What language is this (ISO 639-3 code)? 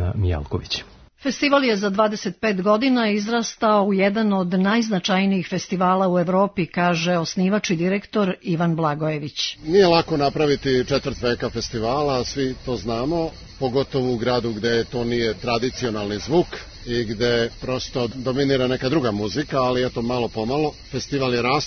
srp